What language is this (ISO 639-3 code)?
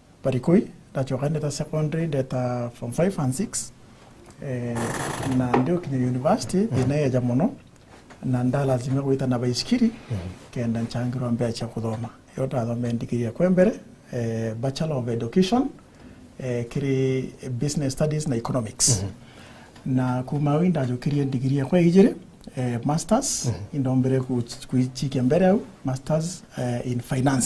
mer